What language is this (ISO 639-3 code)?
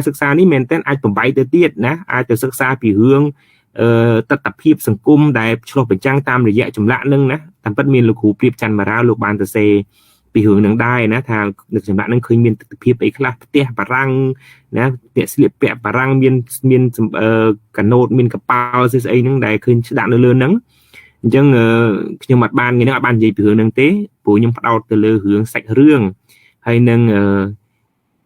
khm